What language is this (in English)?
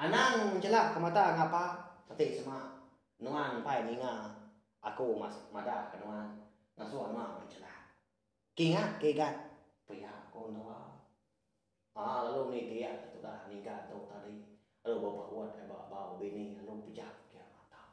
Iban